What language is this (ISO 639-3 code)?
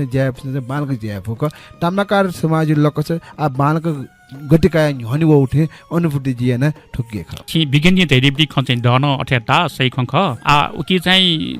new